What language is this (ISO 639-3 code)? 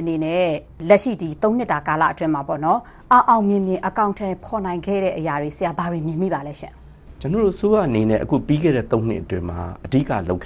mya